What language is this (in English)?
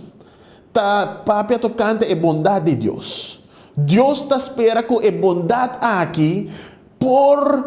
Papiamento